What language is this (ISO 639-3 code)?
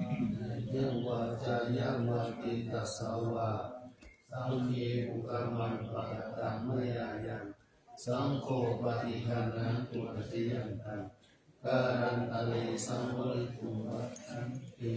pli